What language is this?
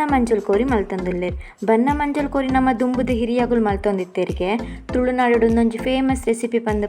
Tulu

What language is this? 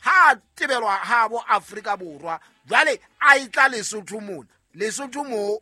Southern Sotho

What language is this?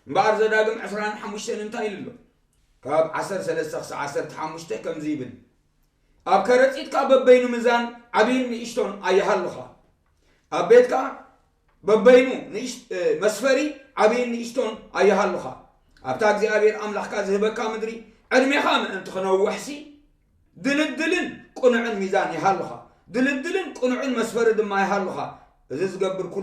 Tigrinya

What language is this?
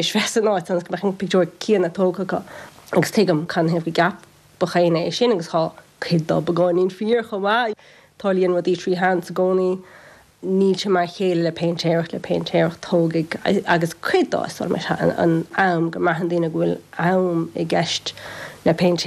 Irish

